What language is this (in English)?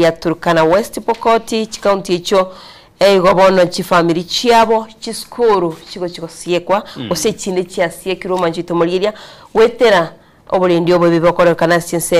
Gusii